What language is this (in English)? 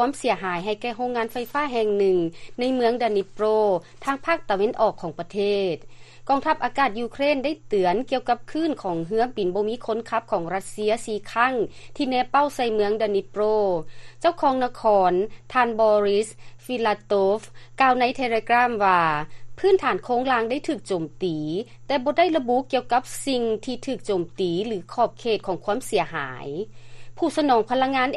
Lao